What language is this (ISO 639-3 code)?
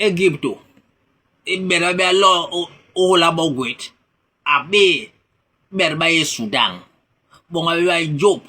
bas